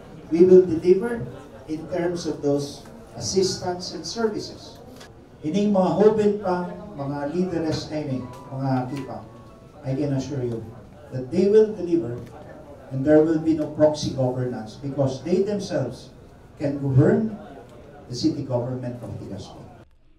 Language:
Bikol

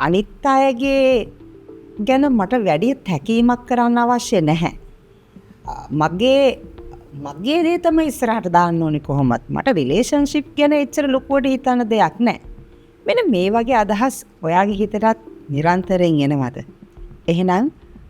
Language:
Sinhala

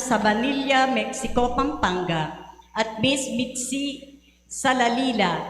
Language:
Pampanga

